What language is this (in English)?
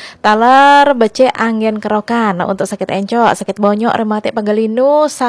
Balinese